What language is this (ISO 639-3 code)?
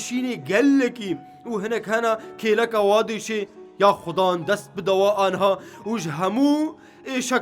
kur